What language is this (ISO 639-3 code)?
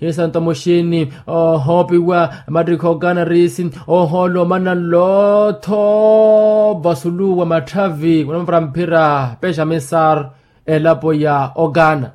vmw